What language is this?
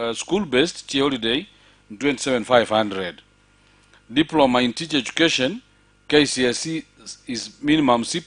Gusii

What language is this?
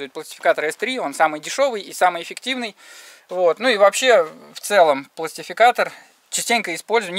Russian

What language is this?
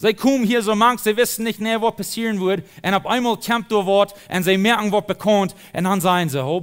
Plautdietsch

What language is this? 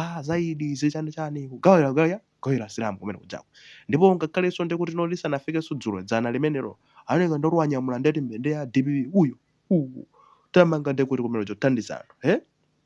Nyanja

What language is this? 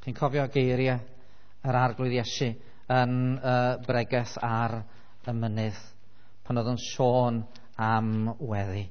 Welsh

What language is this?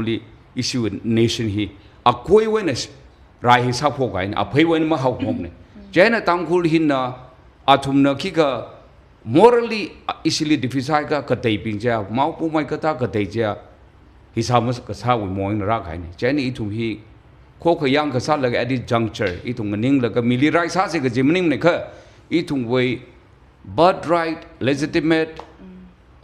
Tangkhul Naga (India)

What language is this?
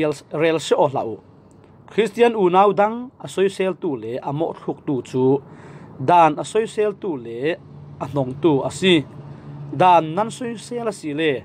Falam Chin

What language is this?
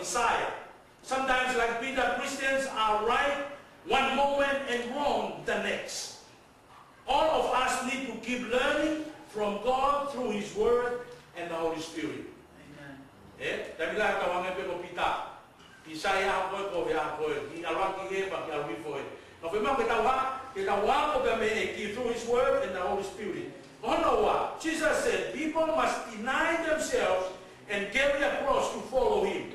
Tongan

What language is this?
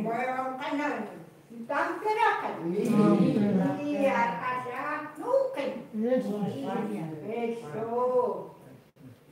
Chukot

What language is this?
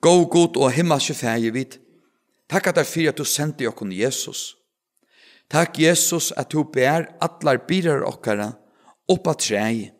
Faroese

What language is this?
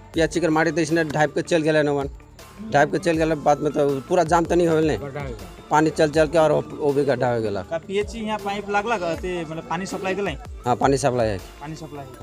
Sadri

